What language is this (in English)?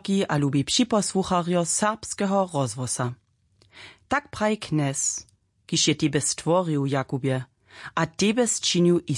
Upper Sorbian